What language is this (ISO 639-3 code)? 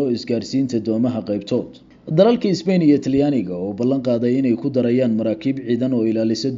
som